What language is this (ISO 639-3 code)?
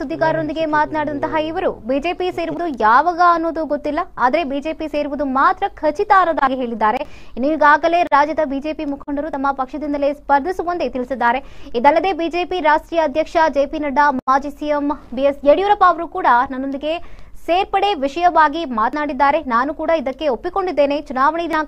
kan